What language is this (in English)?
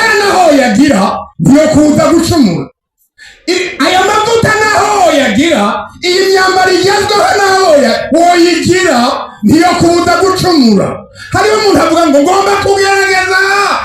Rundi